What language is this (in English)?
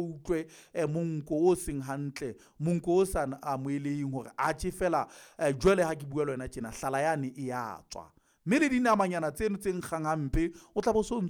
Southern Sotho